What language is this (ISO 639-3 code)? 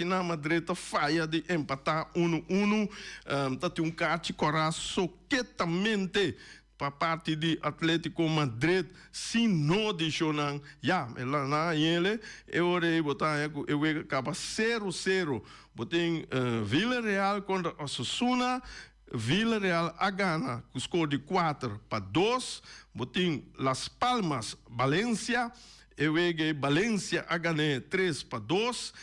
pap